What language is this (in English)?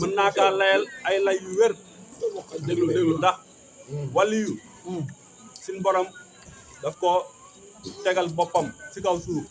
Wolof